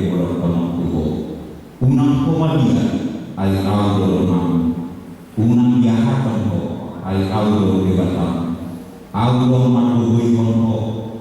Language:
Batak Toba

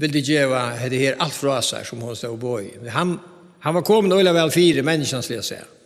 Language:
Faroese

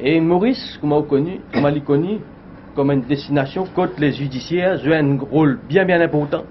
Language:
Morisyen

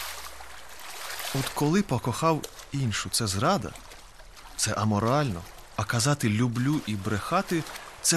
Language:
Ukrainian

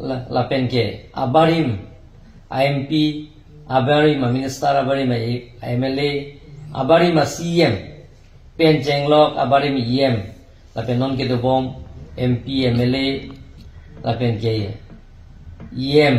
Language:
Karbi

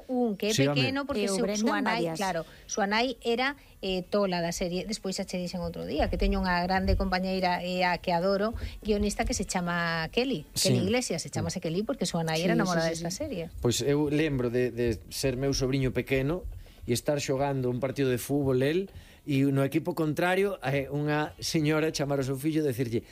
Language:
Galician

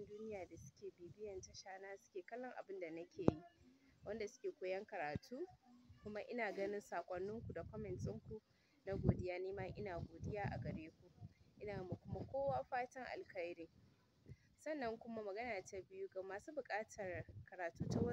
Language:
Hausa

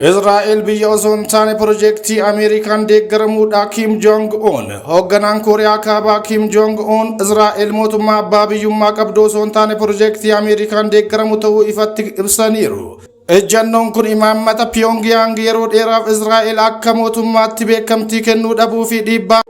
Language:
Oromo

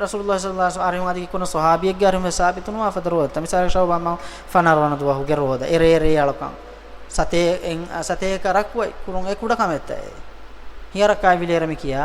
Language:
Divehi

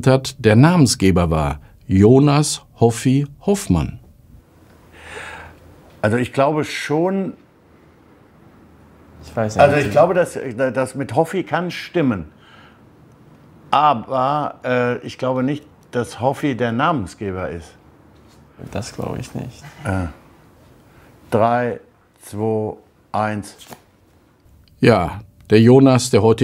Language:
German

